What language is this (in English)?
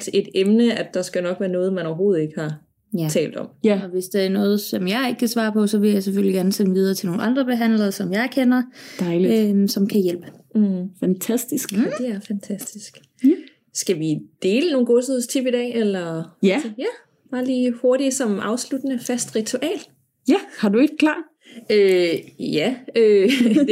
Danish